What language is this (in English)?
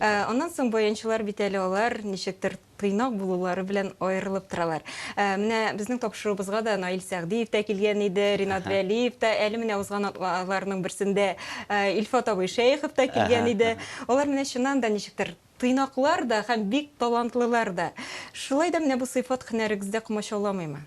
Tatar